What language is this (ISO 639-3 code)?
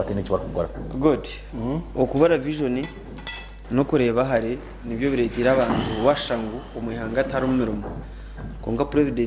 nyn